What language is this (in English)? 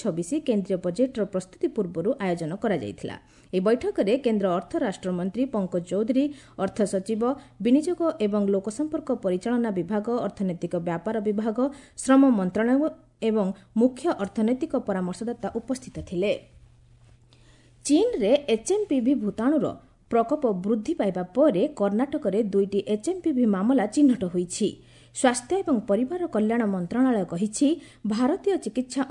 Odia